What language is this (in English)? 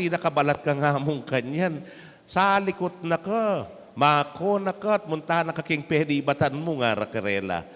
Pampanga